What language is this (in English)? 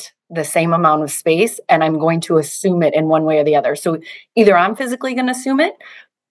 English